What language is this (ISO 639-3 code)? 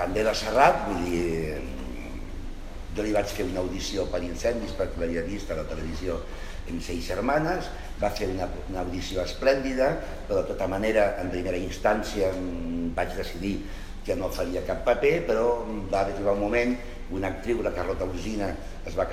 cat